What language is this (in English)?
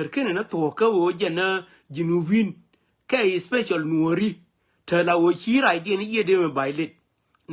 Nuer